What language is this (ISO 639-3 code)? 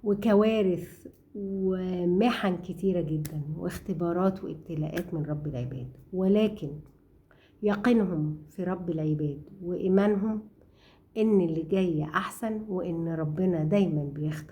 arz